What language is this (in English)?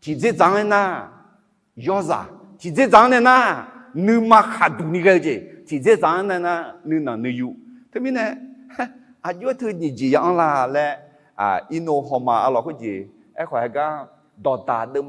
Akha